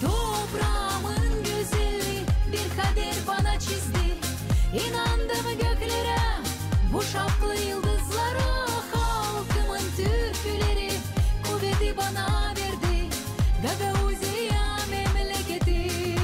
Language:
Gagauz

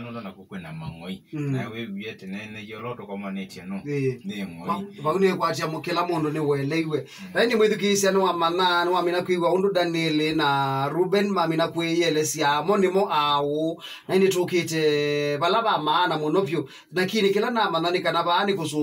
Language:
Kamba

